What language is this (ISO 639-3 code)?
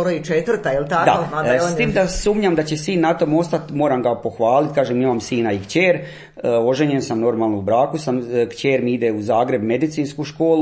hrv